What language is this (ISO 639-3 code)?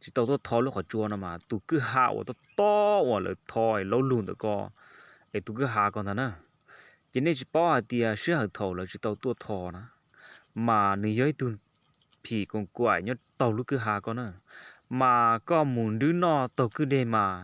hmn